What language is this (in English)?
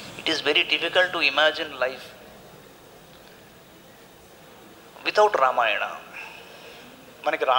Telugu